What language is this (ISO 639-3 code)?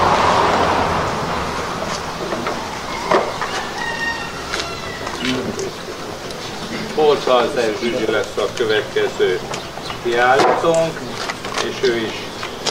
hun